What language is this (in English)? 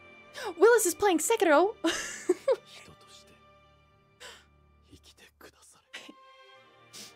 English